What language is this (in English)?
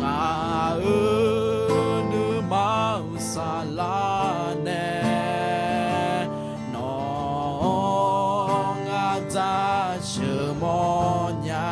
Akha